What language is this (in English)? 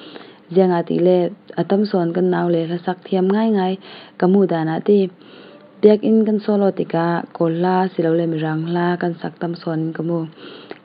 Falam Chin